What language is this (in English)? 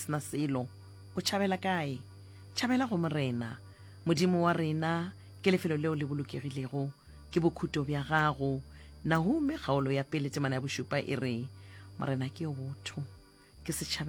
Northern Sotho